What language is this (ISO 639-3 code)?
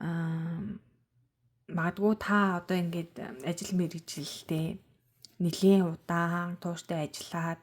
mon